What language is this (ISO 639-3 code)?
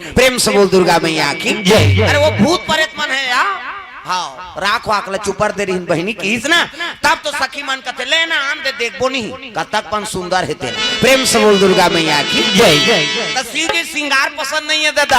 hne